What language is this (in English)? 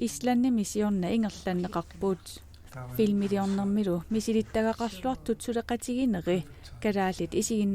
Kalaallisut